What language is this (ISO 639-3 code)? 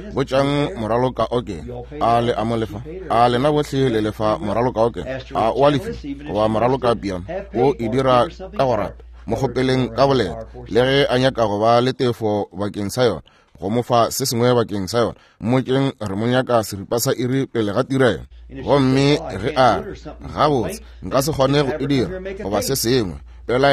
nso